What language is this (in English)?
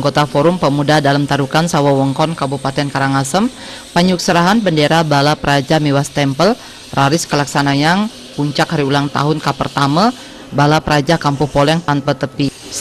Balinese